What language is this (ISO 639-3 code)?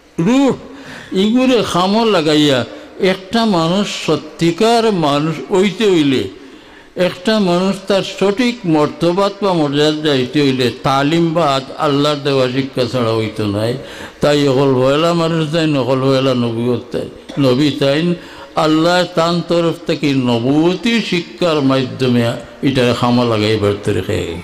syl